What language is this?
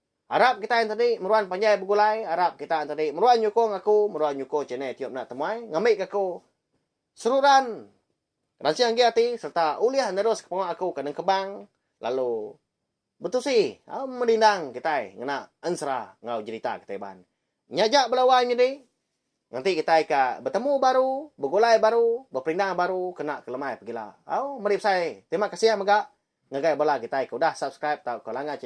Iban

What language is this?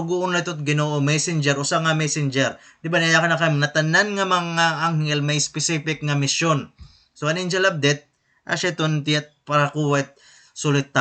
Waray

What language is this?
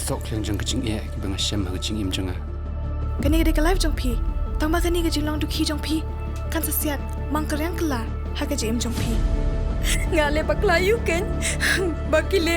Khasi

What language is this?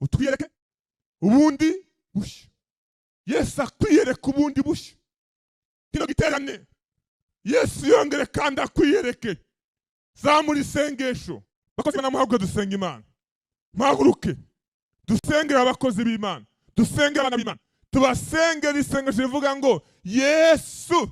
Kinyarwanda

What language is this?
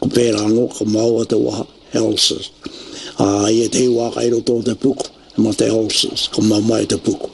Māori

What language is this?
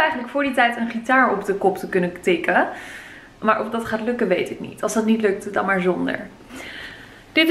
Dutch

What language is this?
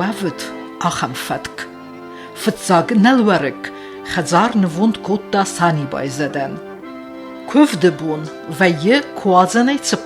Ossetic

